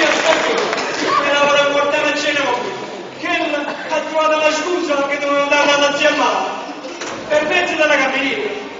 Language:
Neapolitan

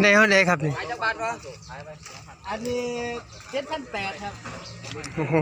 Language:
Northeastern Thai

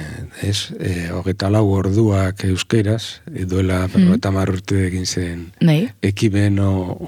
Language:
Basque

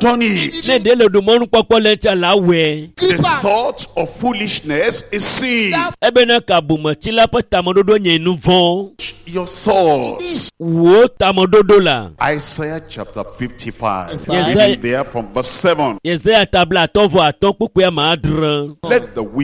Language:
Ewe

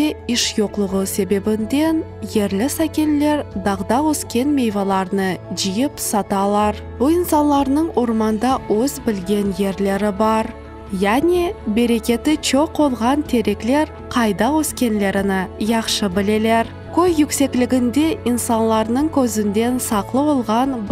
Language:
Crimean Tatar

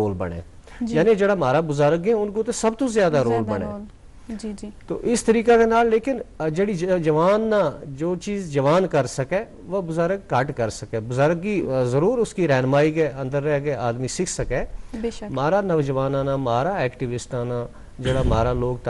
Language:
Gujari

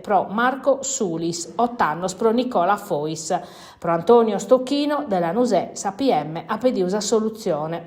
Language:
Sardinian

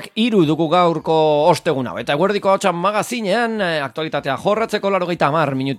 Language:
Basque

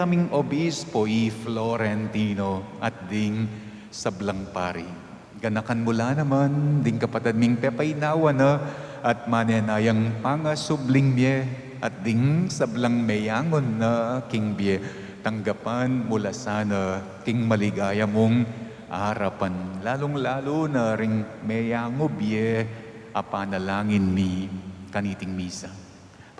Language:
Pampanga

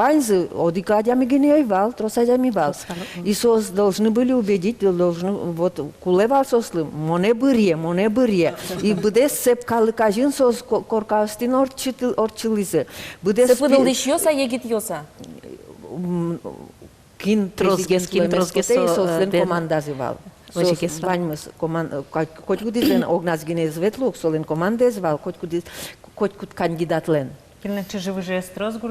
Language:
Udmurt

